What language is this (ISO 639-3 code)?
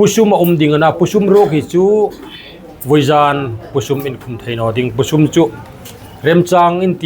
hmr